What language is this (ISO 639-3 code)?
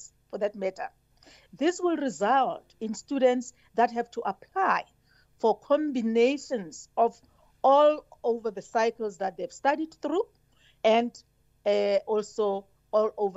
eng